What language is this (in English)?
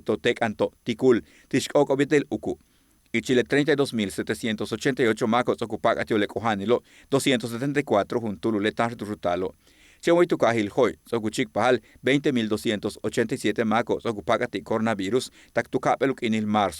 Yucateco